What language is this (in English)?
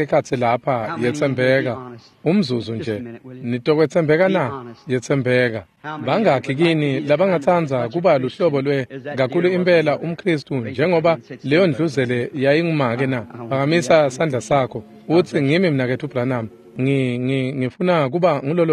Swati